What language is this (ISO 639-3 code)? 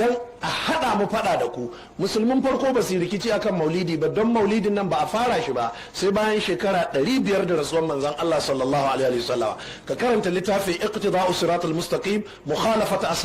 hau